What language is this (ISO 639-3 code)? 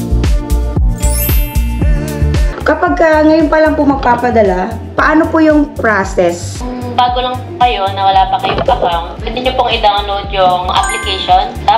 fil